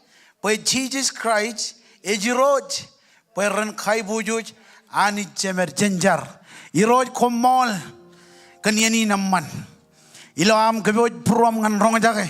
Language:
Marshallese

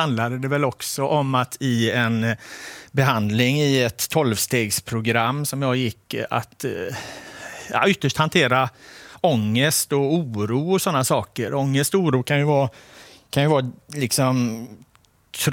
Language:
Swedish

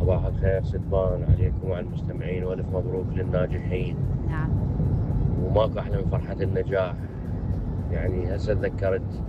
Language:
Mesopotamian Arabic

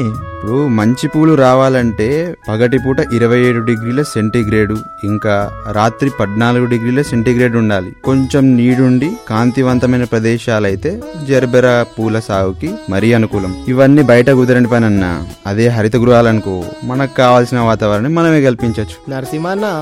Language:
Telugu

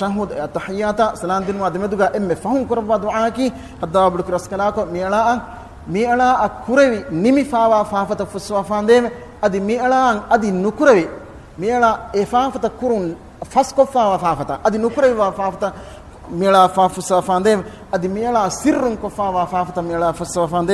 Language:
Divehi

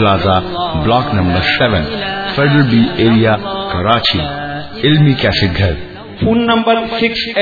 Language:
Urdu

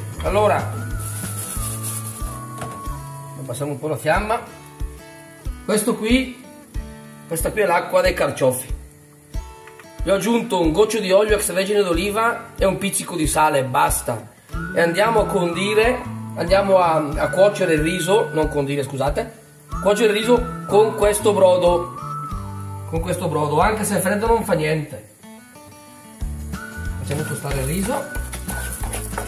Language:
Italian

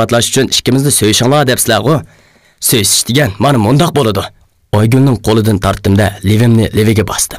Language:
Uyghur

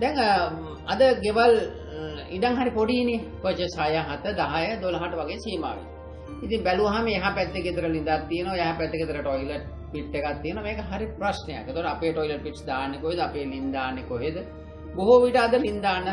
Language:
Sinhala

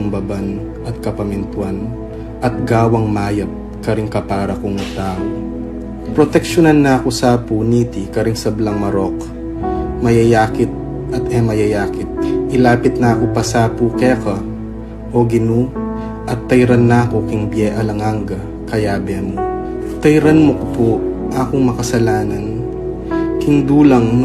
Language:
Pampanga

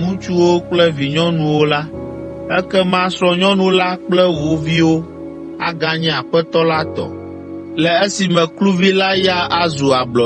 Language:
Ewe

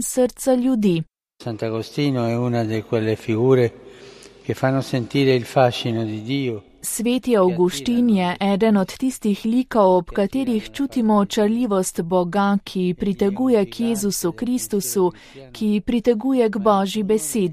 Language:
Slovenian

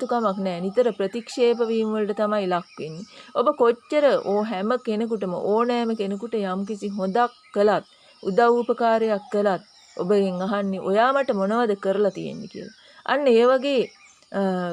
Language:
Sinhala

